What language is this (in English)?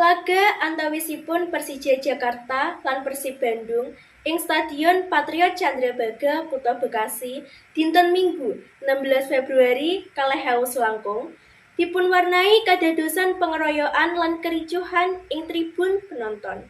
Javanese